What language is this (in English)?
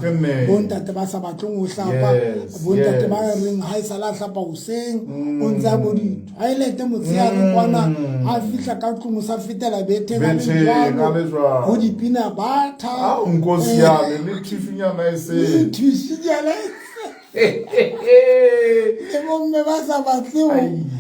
Southern Sotho